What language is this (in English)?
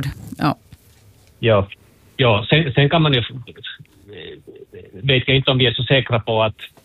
Swedish